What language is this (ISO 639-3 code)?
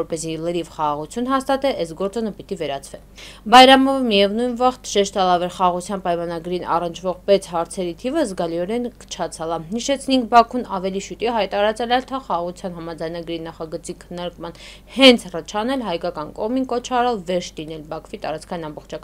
hye